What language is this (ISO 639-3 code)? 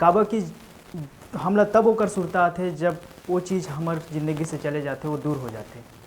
hne